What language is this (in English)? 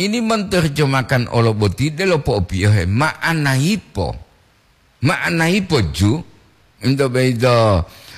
Gorontalo